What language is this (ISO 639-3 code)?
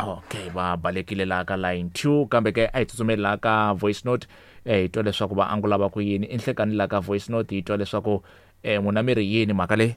tso